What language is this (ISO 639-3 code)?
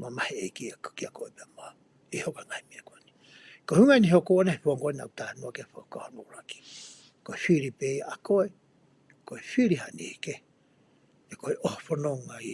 ton